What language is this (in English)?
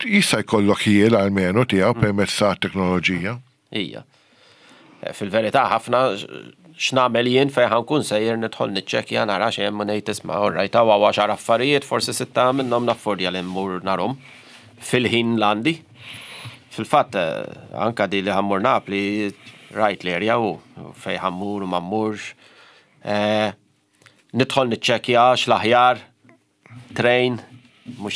Maltese